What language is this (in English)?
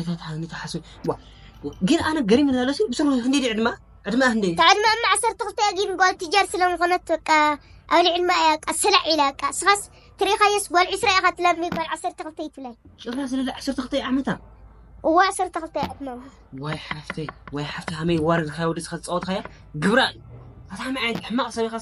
Tigrinya